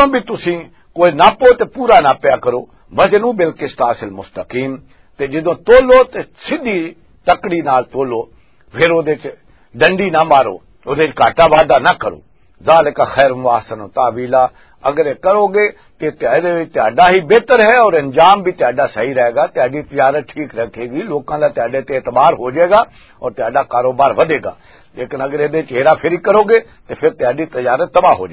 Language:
Western Panjabi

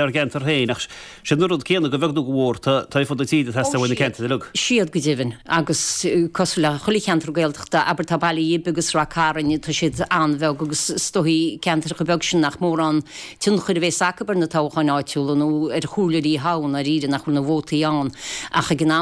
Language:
Irish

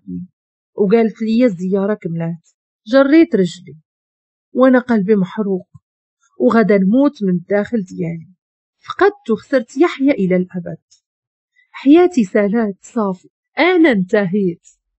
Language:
Moroccan Arabic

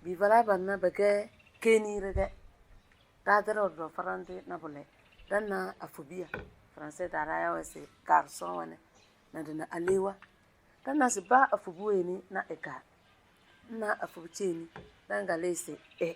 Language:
Tem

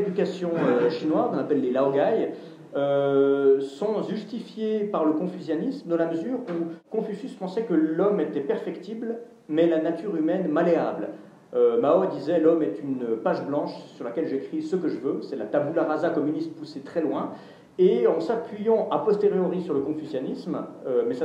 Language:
French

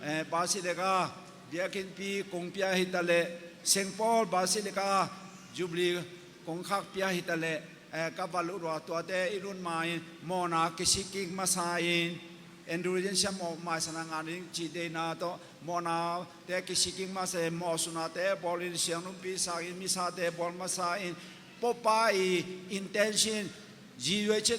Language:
Tedim Chin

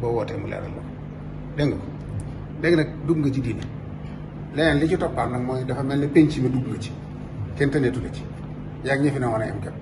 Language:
Wolof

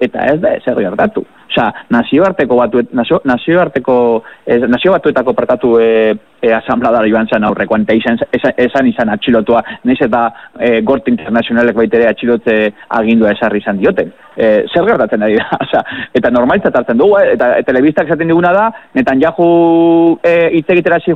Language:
Basque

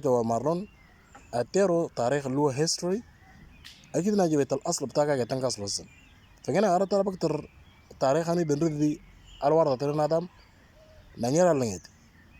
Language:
Moro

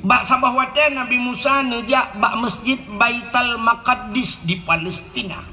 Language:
Achinese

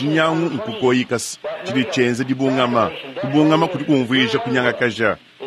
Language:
Luba-Lulua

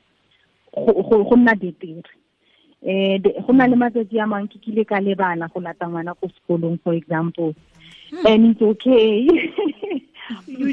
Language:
Tswana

